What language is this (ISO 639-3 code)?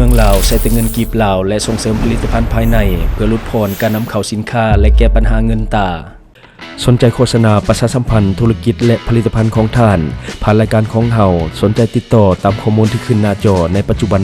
lao